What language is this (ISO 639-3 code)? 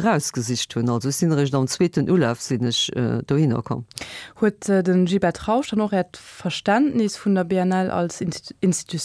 ltz